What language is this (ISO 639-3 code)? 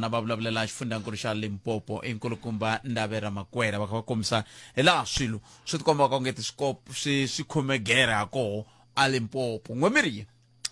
tso